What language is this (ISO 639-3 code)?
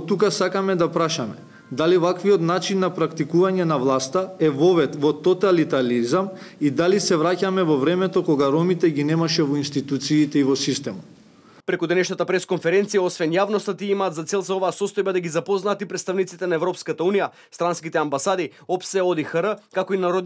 mkd